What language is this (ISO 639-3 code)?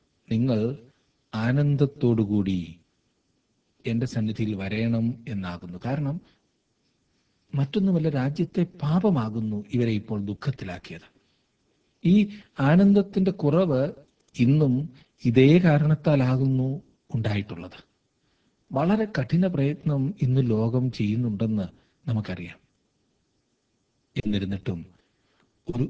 mal